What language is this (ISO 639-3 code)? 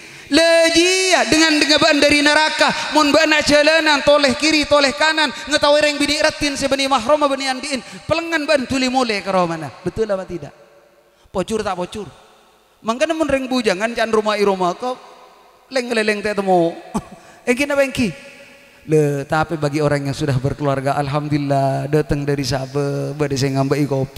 mad